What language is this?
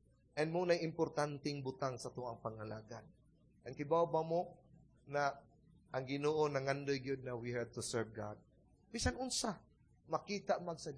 Cebuano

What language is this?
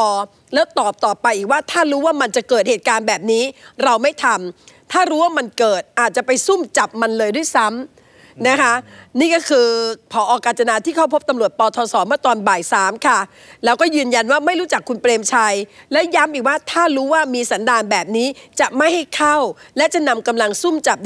Thai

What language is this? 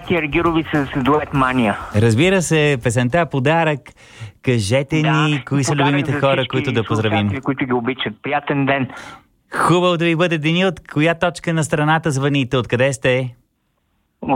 Bulgarian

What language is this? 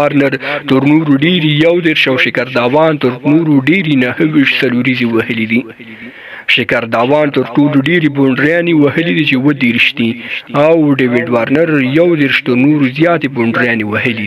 Pashto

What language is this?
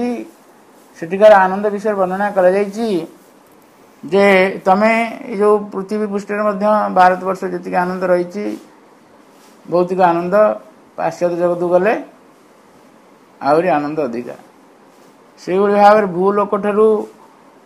Odia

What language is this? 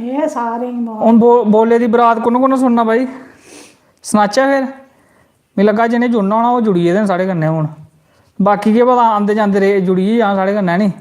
Dogri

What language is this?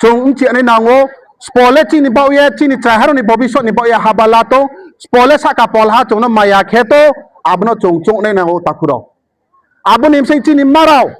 Riang (India)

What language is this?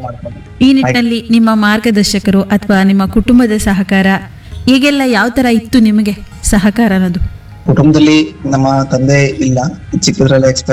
Kannada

